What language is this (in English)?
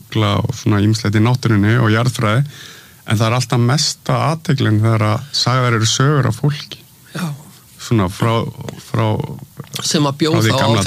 Icelandic